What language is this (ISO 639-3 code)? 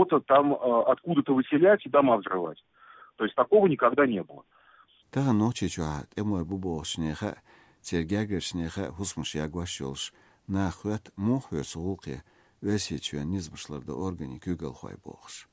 che